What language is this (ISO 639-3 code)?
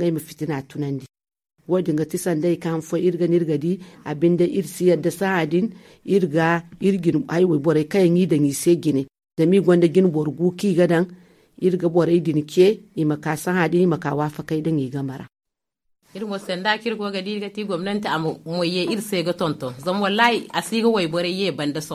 dje